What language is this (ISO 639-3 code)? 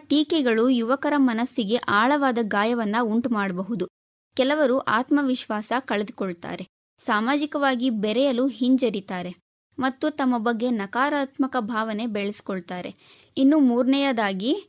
kan